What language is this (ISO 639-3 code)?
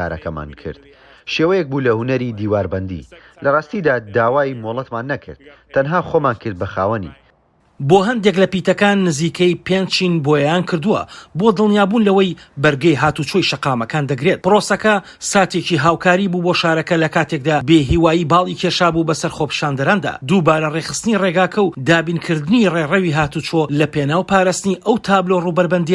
ckb